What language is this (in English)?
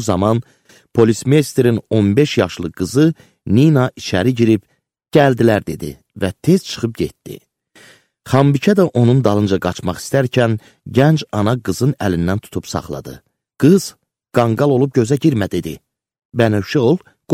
Azerbaijani